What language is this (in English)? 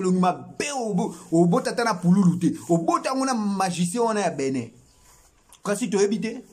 Lingala